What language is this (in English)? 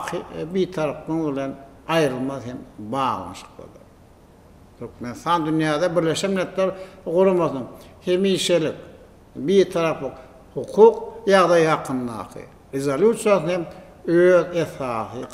Turkmen